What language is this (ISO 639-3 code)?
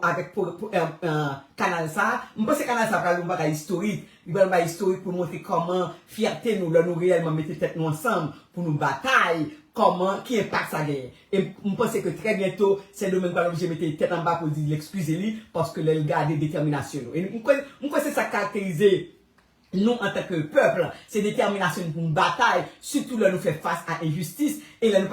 hat